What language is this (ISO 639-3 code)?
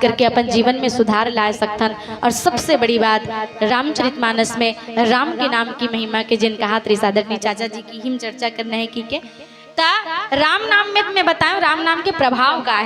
hne